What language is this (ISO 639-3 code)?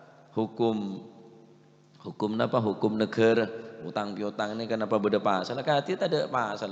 mad